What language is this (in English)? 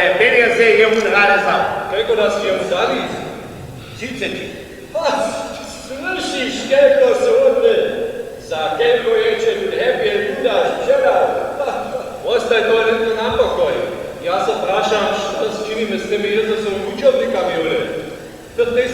Upper Sorbian